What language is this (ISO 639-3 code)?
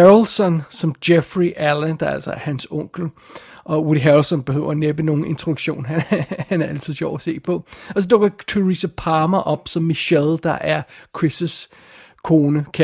dan